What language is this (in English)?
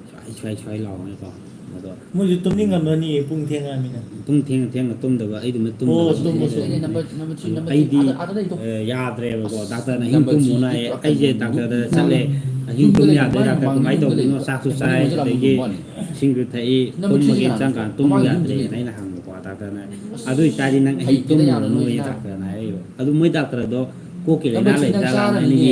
Manipuri